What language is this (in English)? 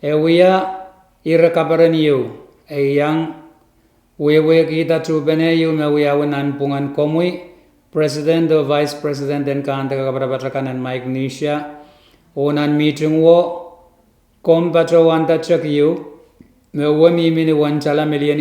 Pohnpeian